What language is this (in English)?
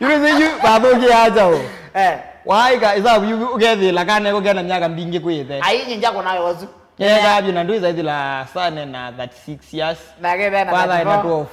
Kamba